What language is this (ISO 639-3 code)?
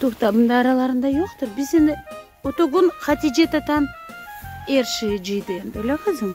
crh